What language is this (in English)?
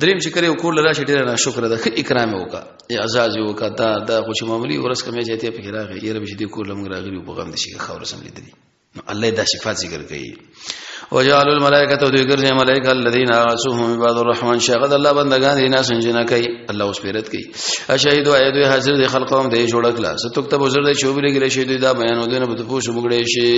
Pashto